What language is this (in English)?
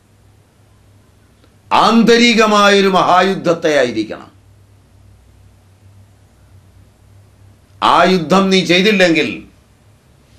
Malayalam